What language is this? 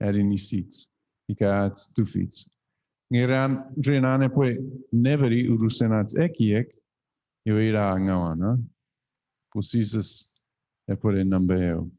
Chuukese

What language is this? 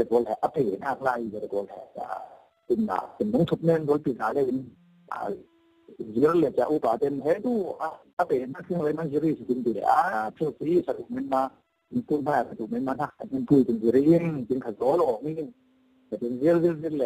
Falam Chin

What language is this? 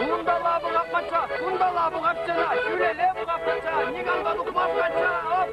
Chuvash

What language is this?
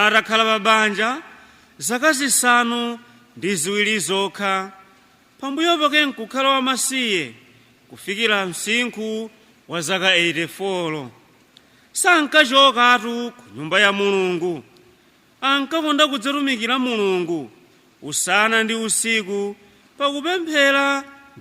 Nyanja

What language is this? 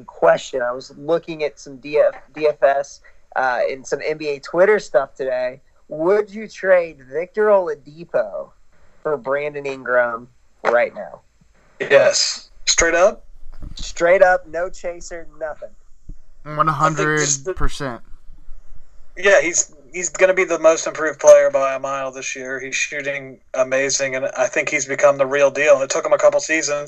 English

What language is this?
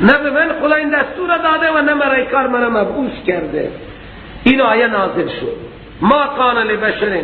Persian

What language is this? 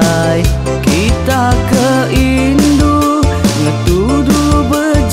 Iban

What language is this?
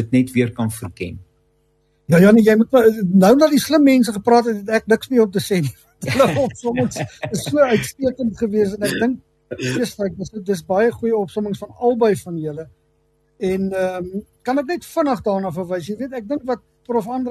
Afrikaans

